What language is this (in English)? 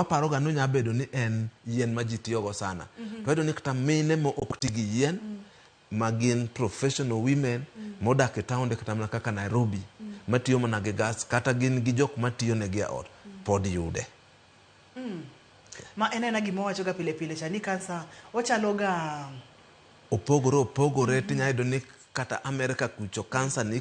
Luo (Kenya and Tanzania)